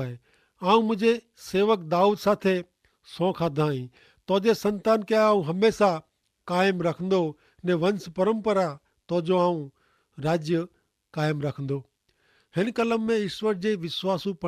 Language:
Kachhi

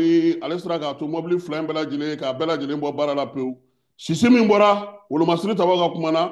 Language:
Bambara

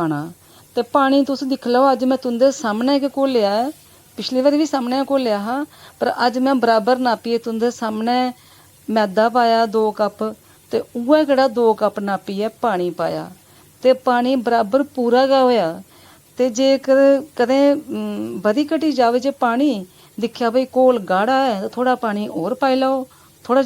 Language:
Dogri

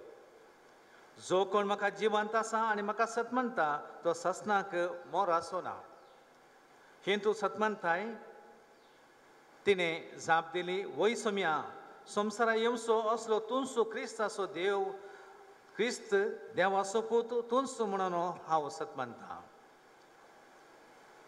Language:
Konkani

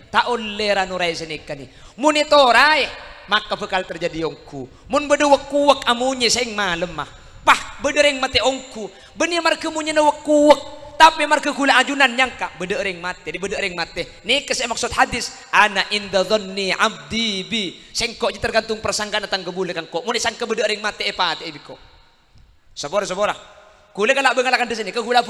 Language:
Madurese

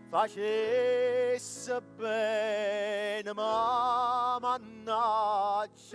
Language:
Neapolitan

